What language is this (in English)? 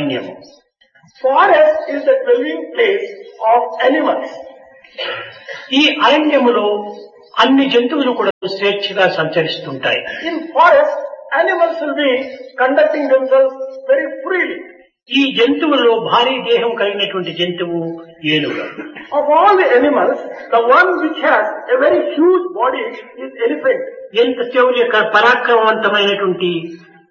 Telugu